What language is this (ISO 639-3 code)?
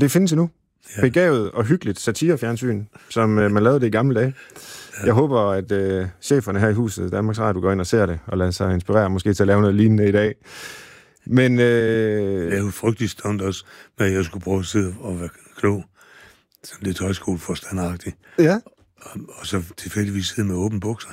dan